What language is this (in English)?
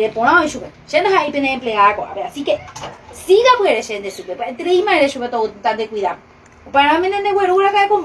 Guarani